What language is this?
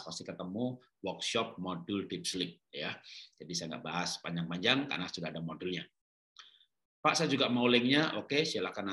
Indonesian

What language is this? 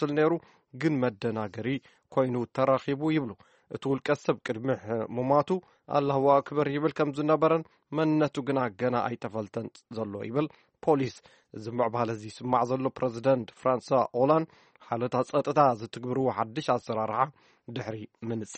Tigrinya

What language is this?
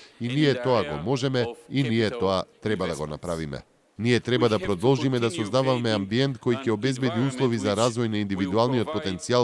Macedonian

